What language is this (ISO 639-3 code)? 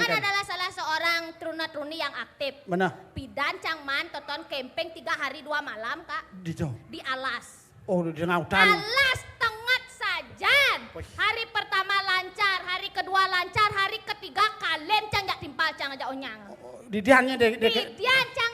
ban